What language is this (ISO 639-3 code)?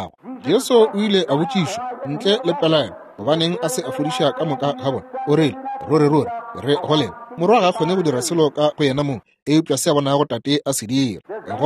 nso